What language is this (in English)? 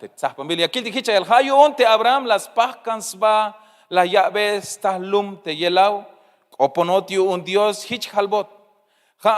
Tzeltal